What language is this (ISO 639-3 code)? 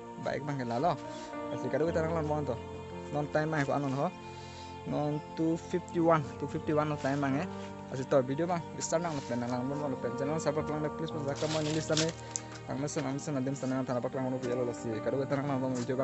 mjw